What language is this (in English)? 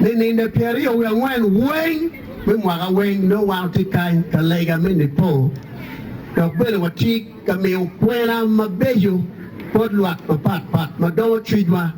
Acoli